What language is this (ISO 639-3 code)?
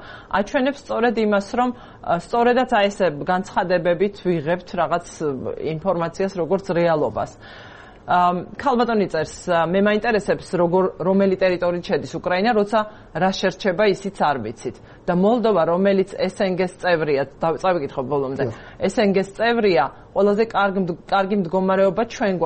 kat